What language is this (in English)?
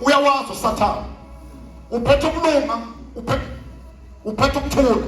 Zulu